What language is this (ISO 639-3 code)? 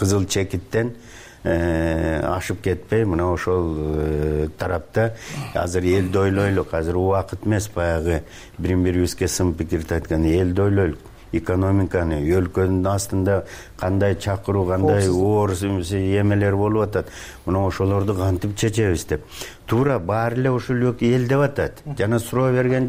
kir